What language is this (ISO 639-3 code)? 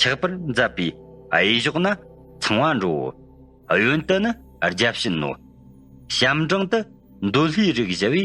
bod